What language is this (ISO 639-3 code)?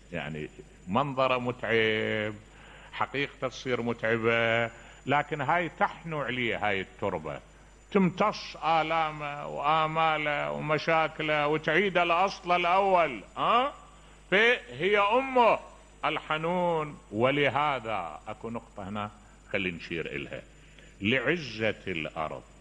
acm